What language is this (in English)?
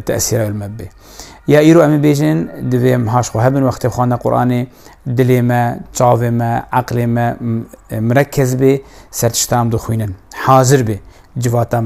Kurdish